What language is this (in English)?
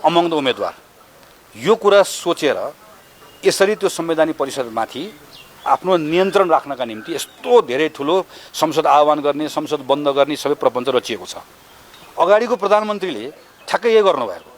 Nepali